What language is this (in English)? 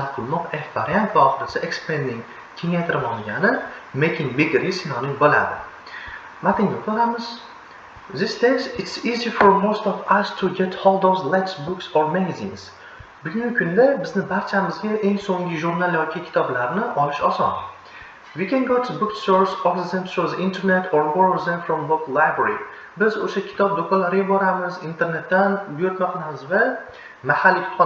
Uzbek